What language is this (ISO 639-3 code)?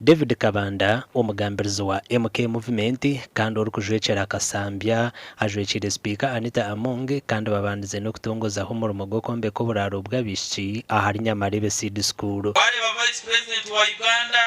nyn